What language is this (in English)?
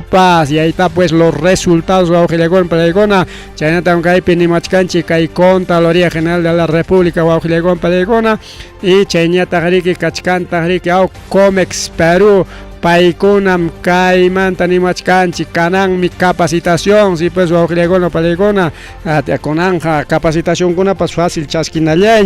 Ayacucho Quechua